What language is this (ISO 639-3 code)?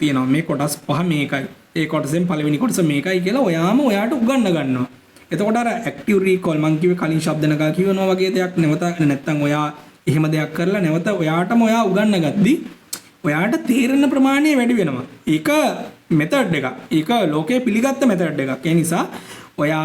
sin